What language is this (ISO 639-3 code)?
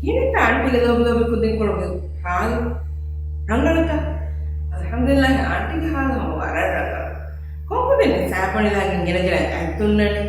div